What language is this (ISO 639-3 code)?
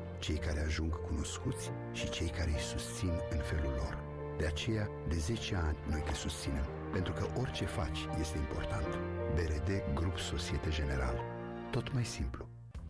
ron